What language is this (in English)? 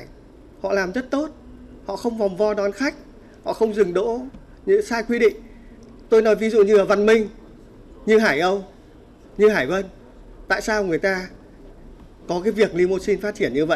Vietnamese